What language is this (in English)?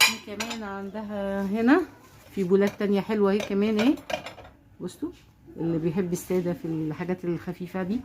Egyptian Arabic